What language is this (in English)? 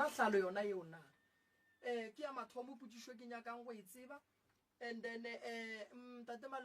Northern Sotho